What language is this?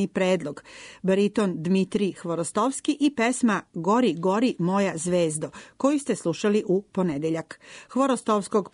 Serbian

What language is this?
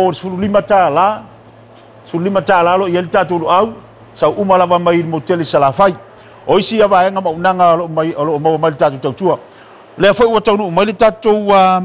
Samoan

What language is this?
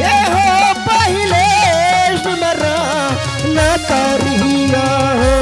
Angika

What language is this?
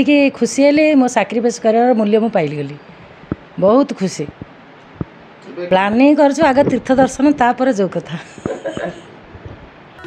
Odia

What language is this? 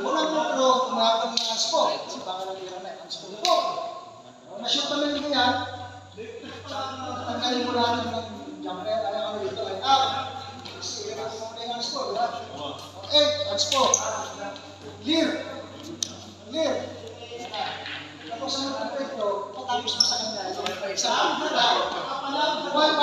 Filipino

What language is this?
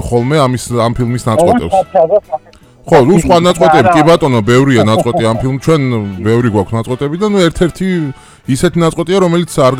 Georgian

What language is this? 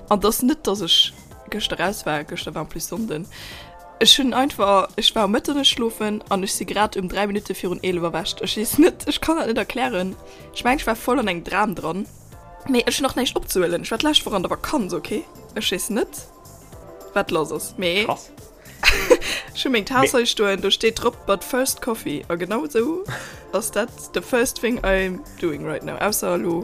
Luxembourgish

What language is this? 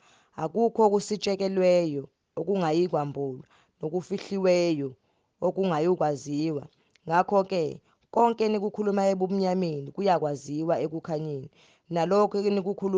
Zulu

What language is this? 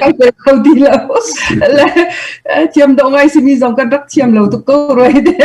Hakha Chin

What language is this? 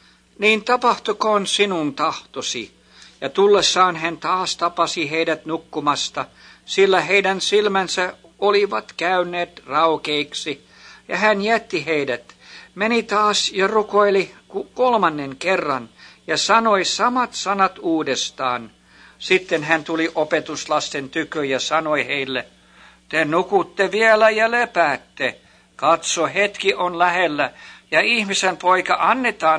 Finnish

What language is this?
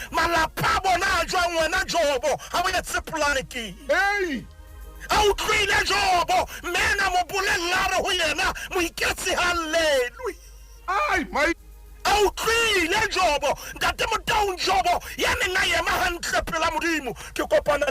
Southern Sotho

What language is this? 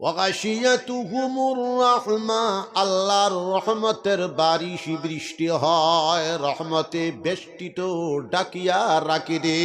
Sylheti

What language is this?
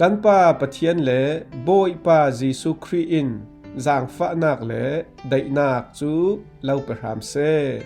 Falam Chin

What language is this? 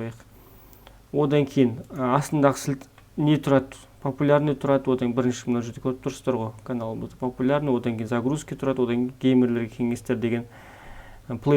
Kazakh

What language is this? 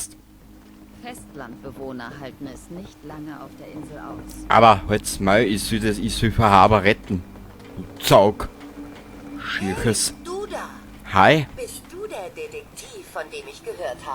Bavarian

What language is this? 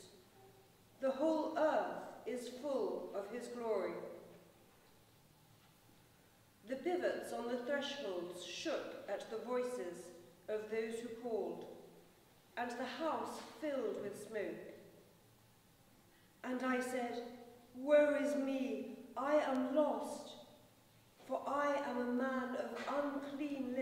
English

